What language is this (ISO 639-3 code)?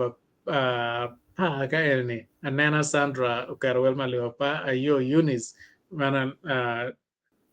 ach